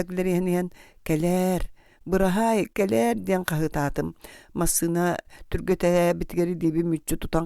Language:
Yakut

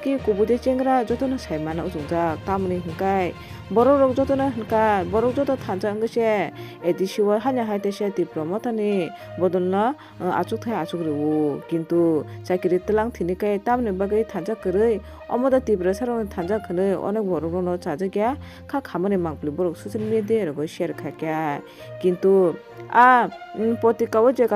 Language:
Kok Borok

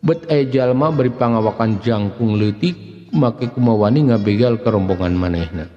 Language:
Sundanese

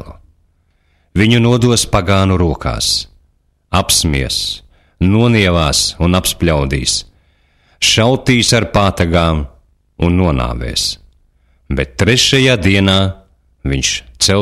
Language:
Latvian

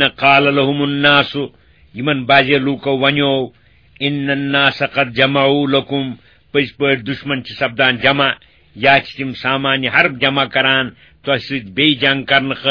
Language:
Kashmiri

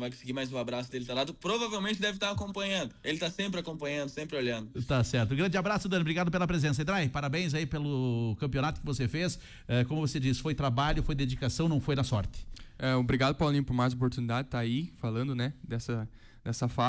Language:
Portuguese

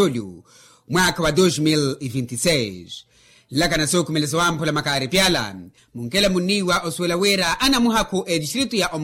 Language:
Makhuwa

